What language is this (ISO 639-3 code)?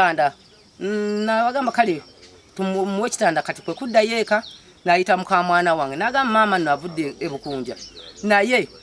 lug